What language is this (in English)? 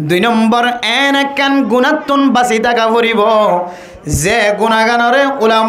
Rohingya